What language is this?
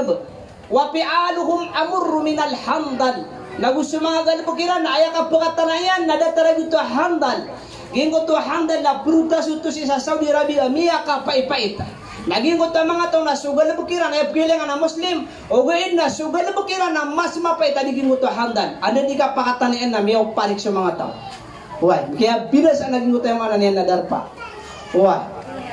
Maranao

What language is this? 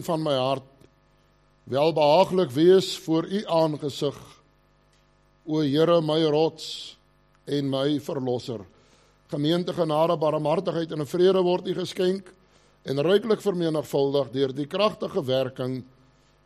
Afrikaans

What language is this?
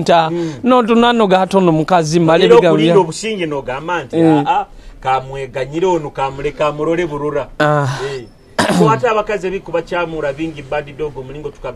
Nyoro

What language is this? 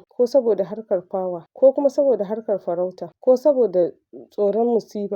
Hausa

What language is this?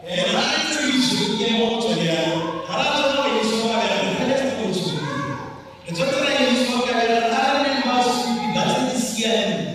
Tswana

